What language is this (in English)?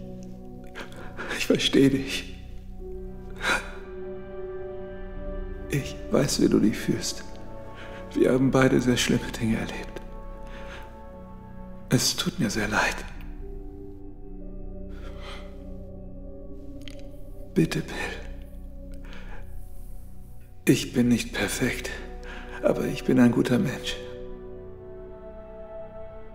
German